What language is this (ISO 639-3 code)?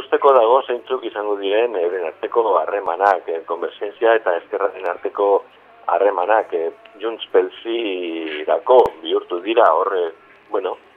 eus